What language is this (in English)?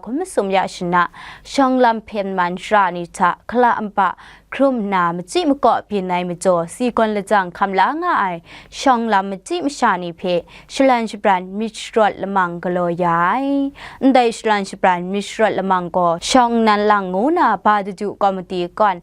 Kachin